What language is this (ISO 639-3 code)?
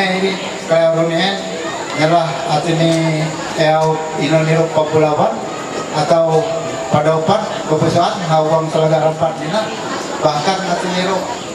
mhy